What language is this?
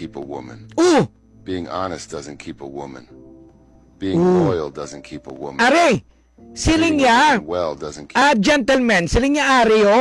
Hiligaynon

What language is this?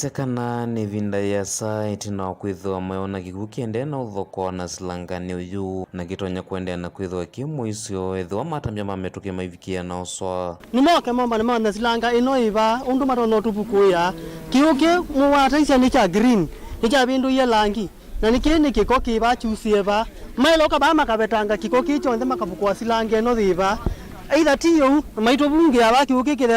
Kamba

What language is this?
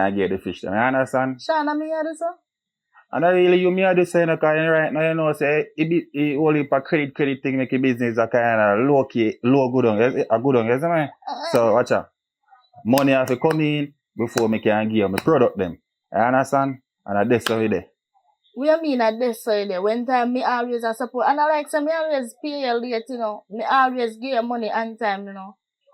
Jamaican Creole English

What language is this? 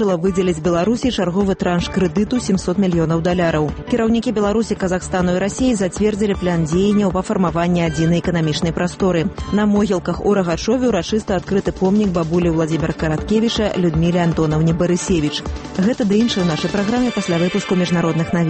Belarusian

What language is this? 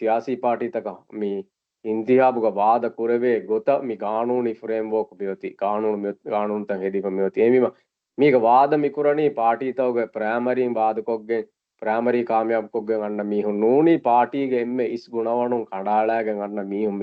Divehi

